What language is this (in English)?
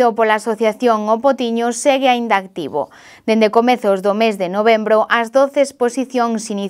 Galician